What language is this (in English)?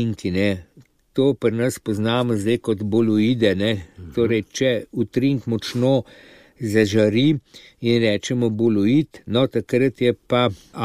Slovenian